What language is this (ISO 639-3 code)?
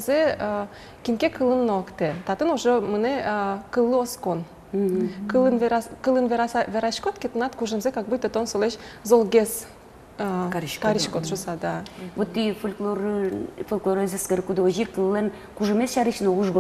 udm